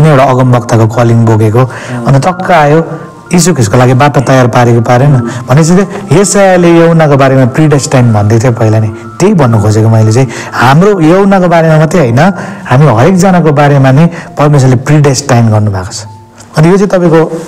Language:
Nepali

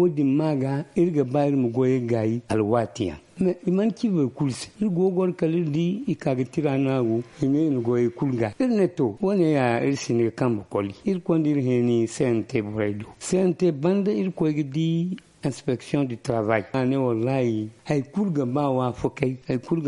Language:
Zarma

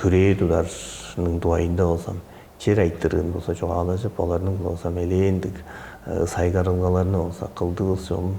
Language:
Tuvinian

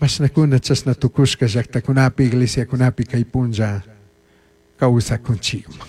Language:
Chimborazo Highland Quichua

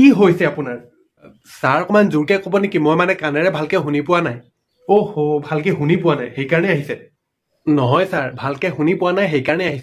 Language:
Assamese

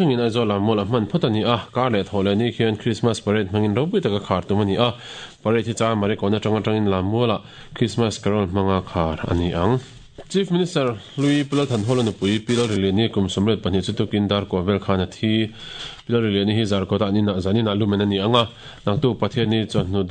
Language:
Mizo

